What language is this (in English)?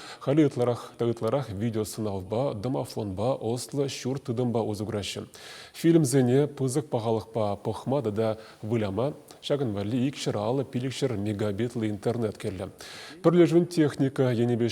Chuvash